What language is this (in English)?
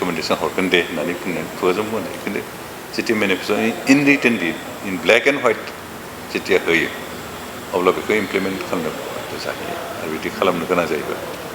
Bodo